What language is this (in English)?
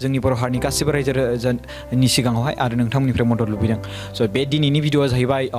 Bodo